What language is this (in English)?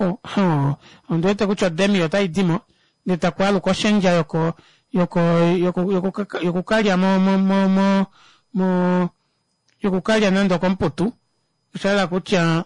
Kuanyama